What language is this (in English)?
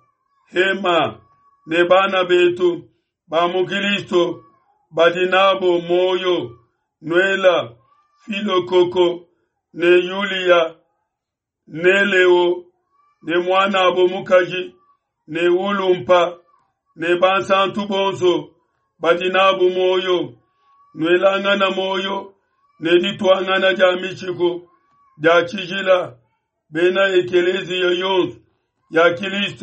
Luba-Lulua